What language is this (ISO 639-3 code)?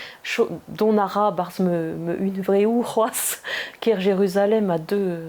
bre